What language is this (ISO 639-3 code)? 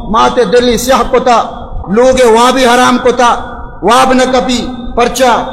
bal